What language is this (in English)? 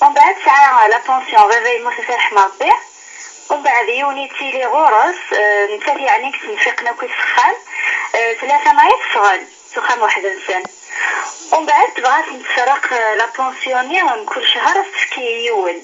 Kabyle